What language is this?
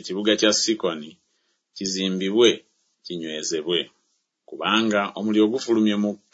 Ganda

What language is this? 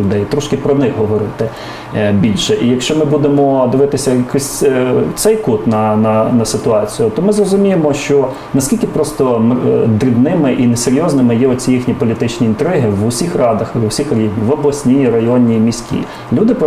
Ukrainian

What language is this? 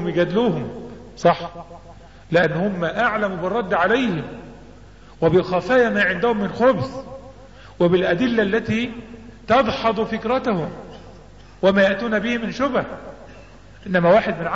Arabic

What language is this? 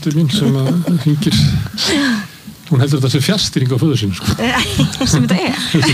Icelandic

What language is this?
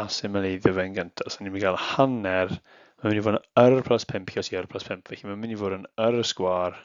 Welsh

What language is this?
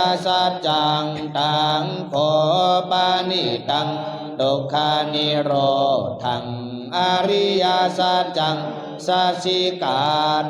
Pali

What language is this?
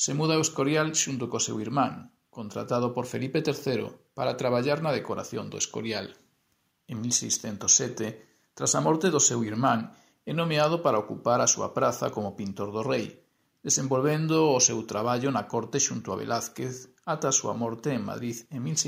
Galician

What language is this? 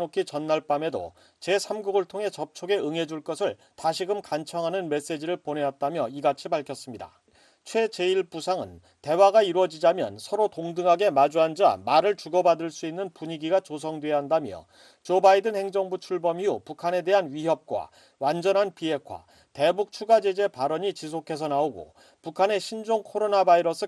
Korean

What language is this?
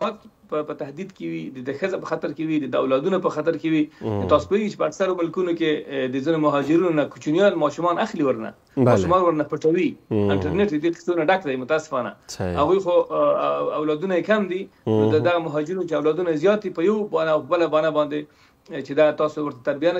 Pashto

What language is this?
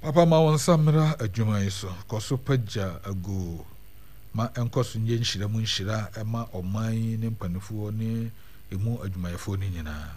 Akan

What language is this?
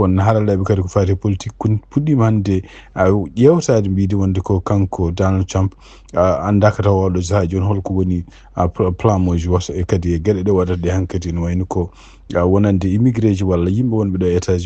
Fula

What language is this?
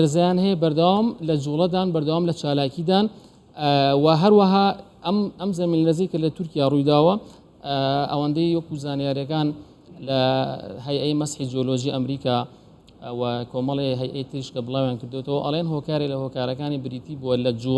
Central Kurdish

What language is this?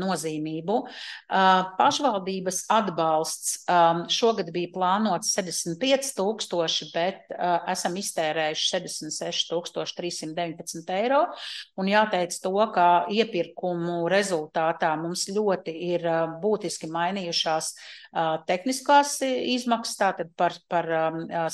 Latvian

